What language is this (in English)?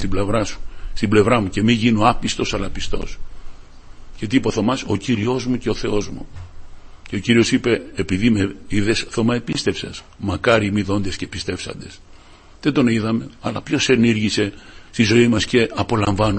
Greek